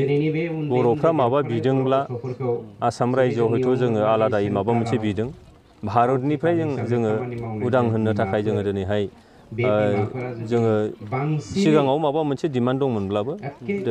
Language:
Bodo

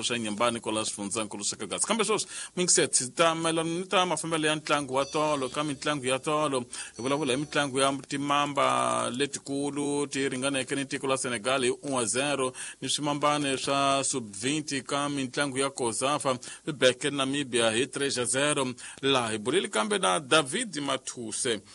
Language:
Tsonga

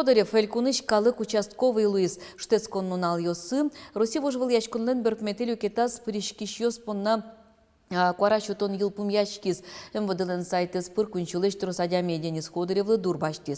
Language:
Udmurt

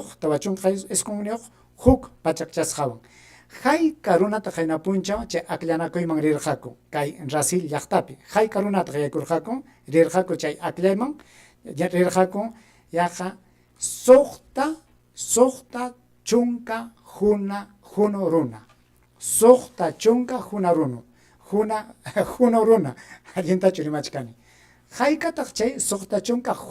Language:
Ayacucho Quechua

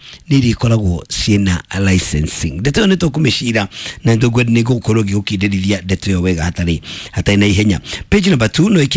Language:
Kikuyu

